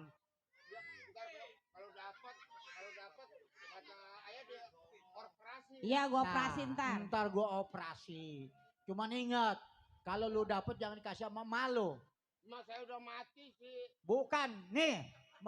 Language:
Betawi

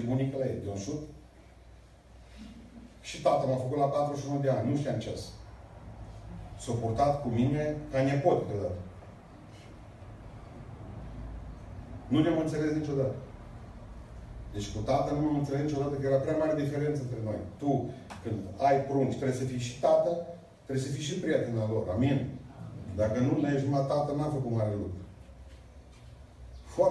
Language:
Romanian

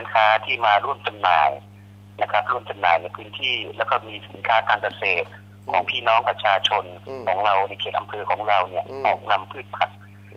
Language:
Thai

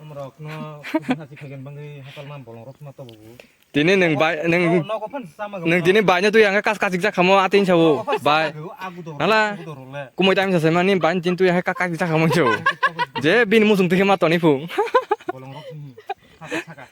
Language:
Kok Borok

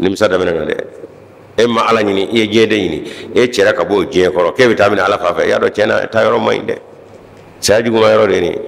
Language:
Bambara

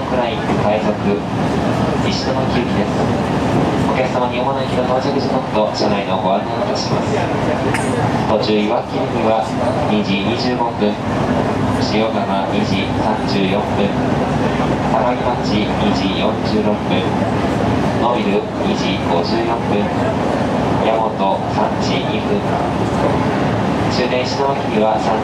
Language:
Japanese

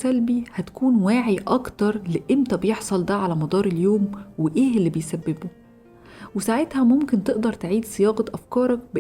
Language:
Egyptian Arabic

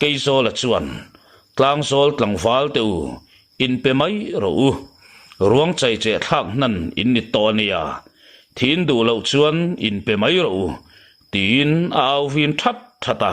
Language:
Mizo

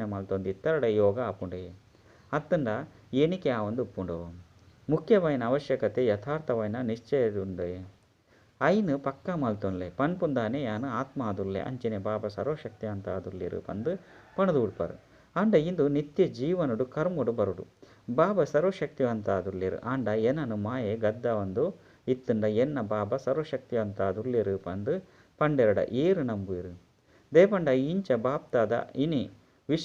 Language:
Tulu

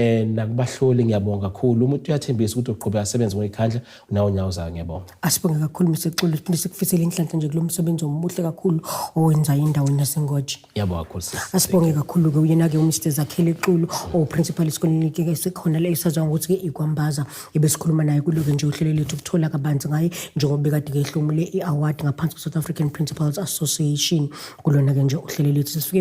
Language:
Zulu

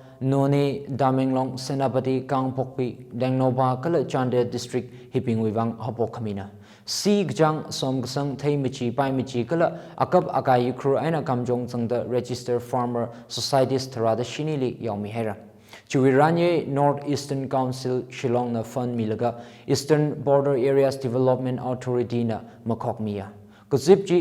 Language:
Tangkhul Naga (India)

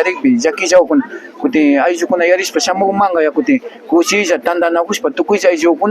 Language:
Imbabura Highland Quichua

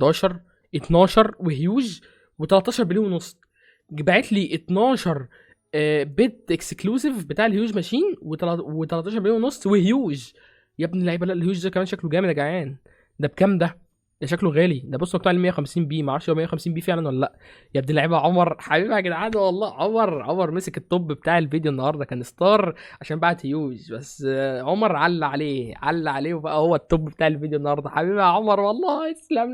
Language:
Egyptian Arabic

